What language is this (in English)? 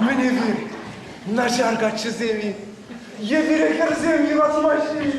Chuvash